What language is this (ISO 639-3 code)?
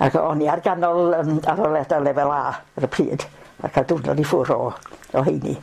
cym